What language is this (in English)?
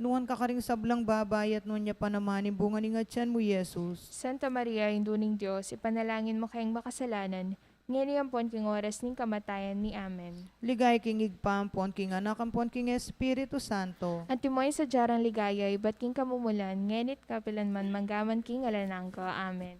Pampanga